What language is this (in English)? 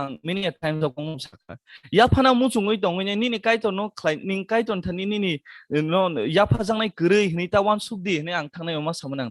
Kok Borok